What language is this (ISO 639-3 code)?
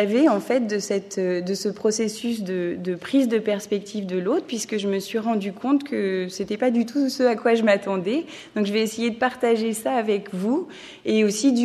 fra